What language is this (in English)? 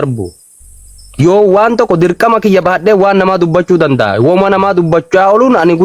Oromo